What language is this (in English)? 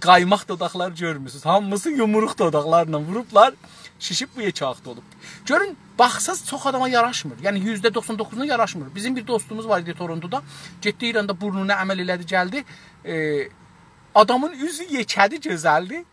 South Azerbaijani